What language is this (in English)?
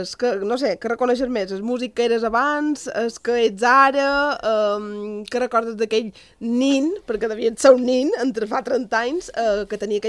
Catalan